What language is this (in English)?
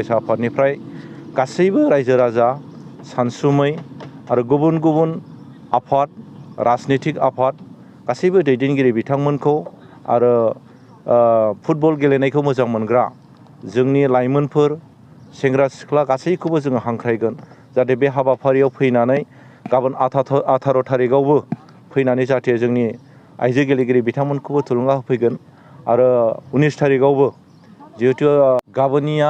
Bodo